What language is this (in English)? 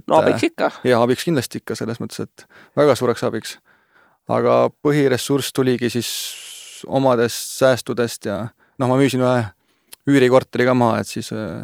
Estonian